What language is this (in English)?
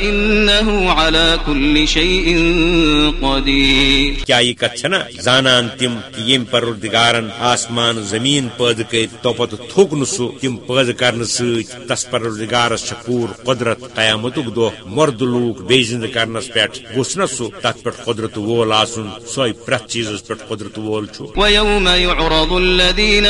Kashmiri